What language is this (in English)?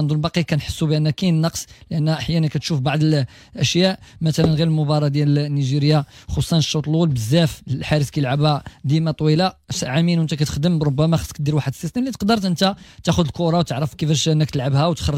Moroccan Arabic